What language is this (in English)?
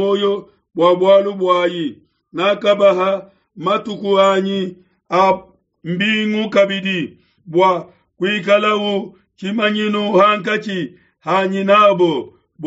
Luba-Lulua